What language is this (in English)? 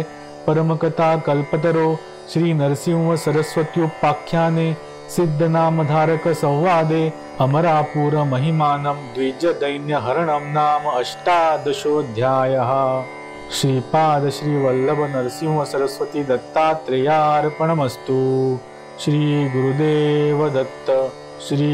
Marathi